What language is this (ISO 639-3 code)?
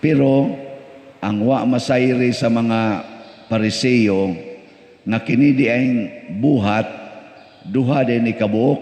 ceb